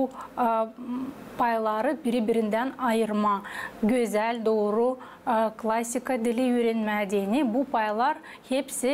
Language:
Gagauz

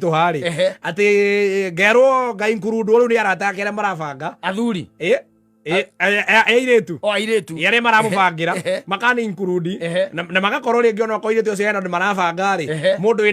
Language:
Kikuyu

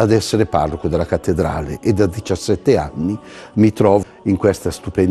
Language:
Italian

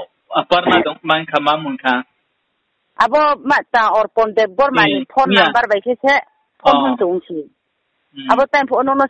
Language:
Riang (India)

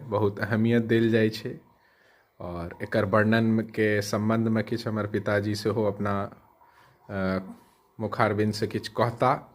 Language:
Maithili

